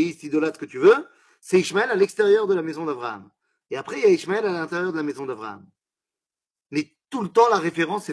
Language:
French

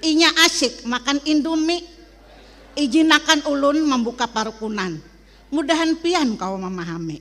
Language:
Banjar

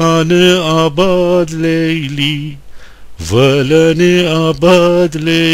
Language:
Gilaki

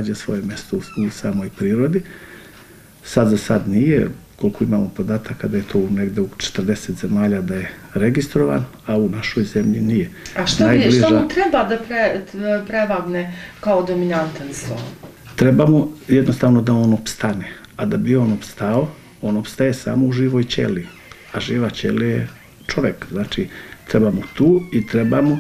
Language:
Bosnian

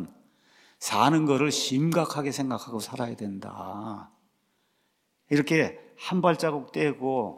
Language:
Korean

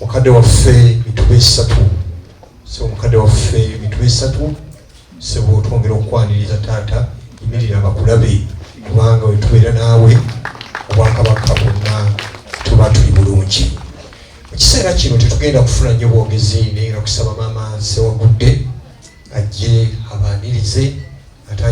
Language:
Ganda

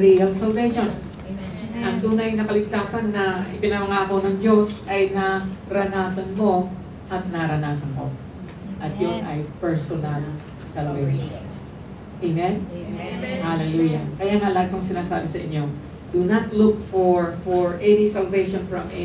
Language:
Filipino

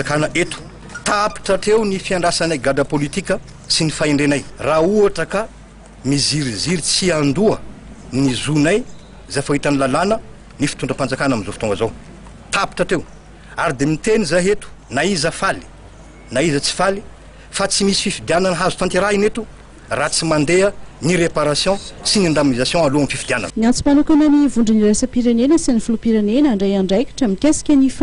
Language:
Malagasy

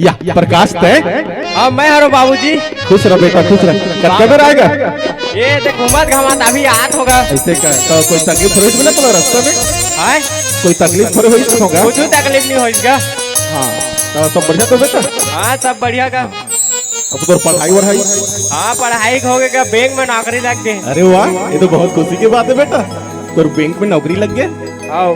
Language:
Chhattisgarhi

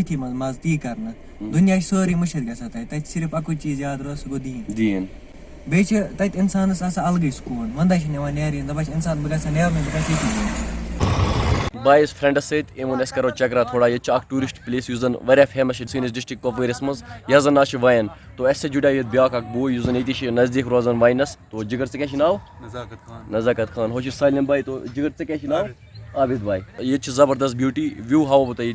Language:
Kashmiri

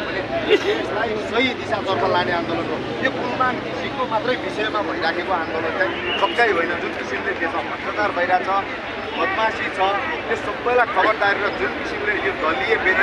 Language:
Nepali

